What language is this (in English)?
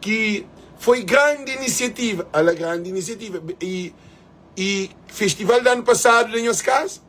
Kabuverdianu